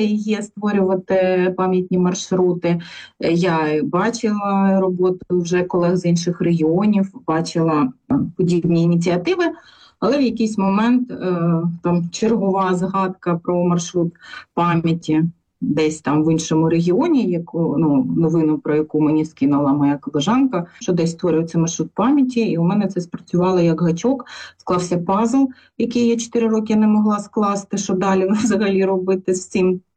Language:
Ukrainian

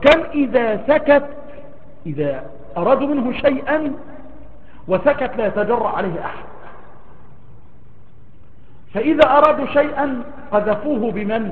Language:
Arabic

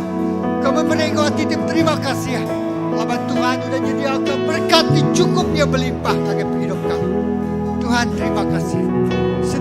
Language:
Iban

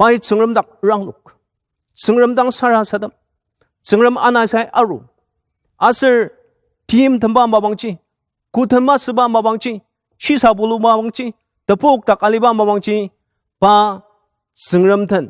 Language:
Ao Naga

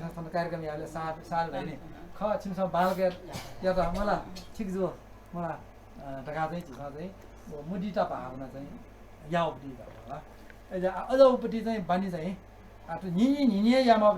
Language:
Newari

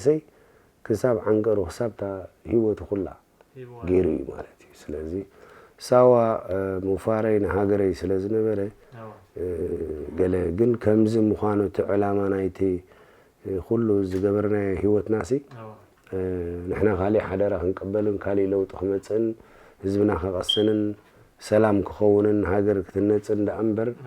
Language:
Tigrinya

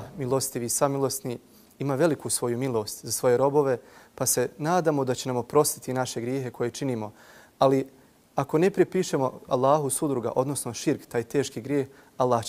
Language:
Bosnian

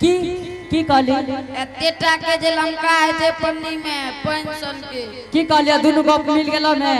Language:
Angika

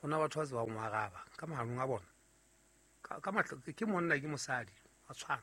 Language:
Southern Sotho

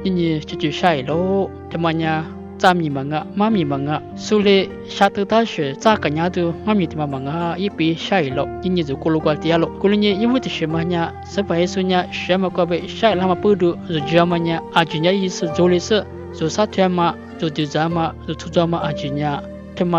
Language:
Lisu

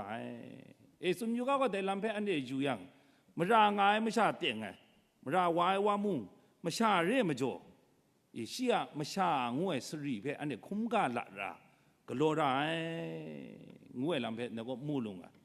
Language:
Kachin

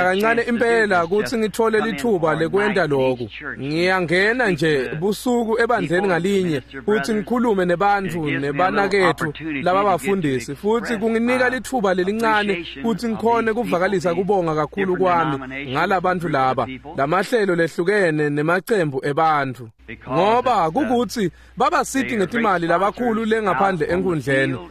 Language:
Swati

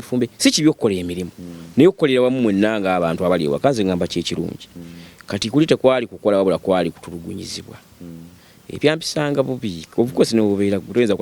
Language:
Ganda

